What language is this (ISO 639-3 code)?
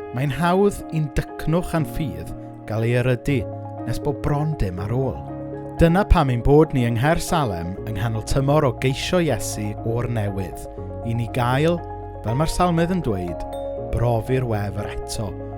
cym